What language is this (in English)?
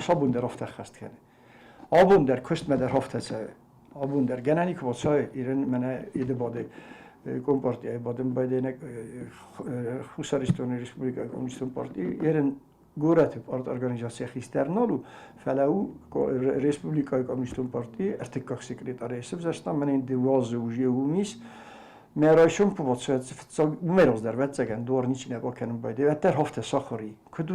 Ossetic